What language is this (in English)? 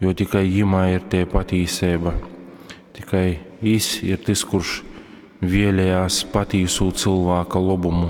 Latgalian